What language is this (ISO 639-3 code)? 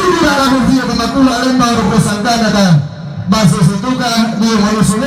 sda